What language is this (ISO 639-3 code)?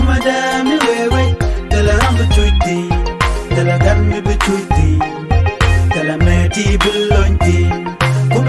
nus